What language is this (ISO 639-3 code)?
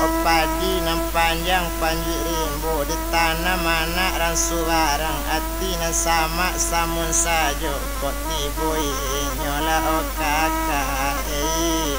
min